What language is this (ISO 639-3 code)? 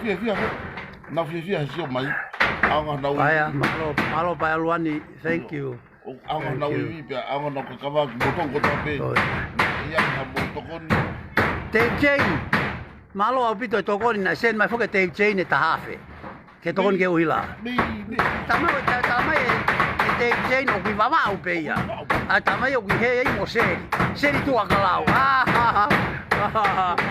ton